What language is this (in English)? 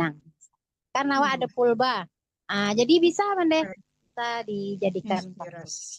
Minangkabau